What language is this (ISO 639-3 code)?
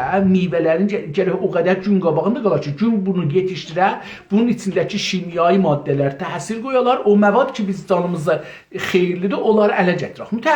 azb